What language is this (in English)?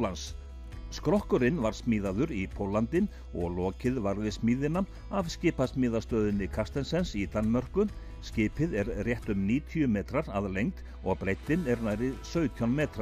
Icelandic